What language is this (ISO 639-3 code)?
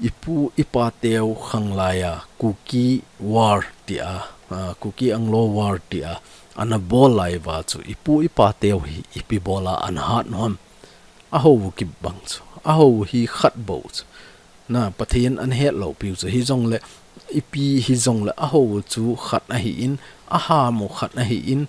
tcz